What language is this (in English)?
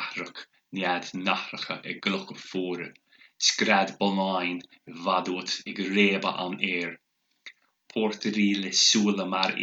Irish